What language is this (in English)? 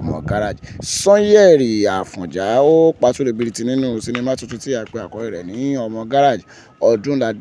Yoruba